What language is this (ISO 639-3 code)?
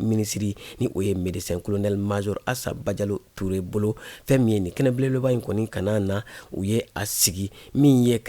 bam